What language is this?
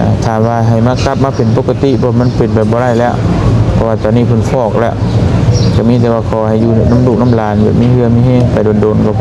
Lao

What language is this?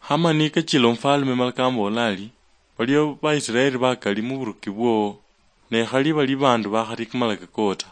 Luyia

